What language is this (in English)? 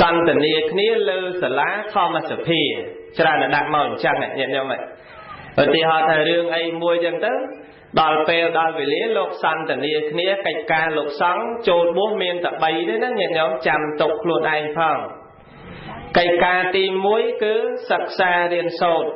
Khmer